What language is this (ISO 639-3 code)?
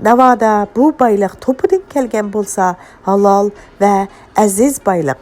uig